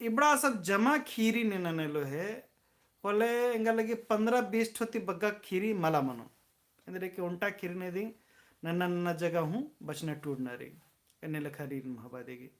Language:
Kurukh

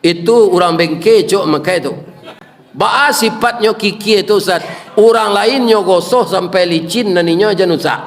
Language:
Minangkabau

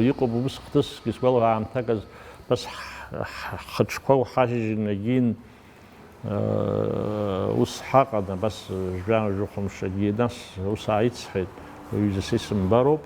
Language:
Abkhazian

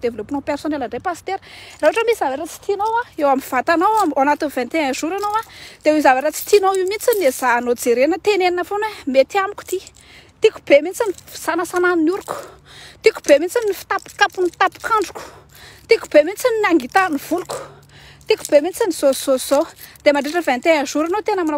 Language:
Malagasy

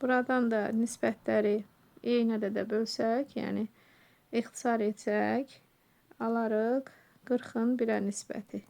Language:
Azerbaijani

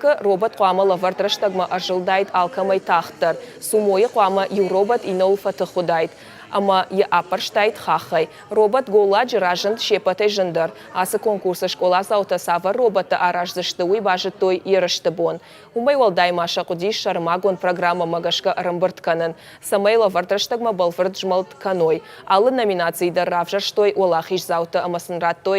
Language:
Ossetic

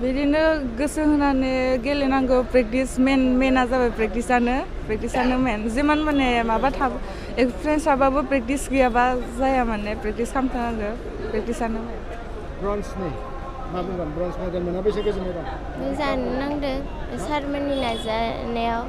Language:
Bodo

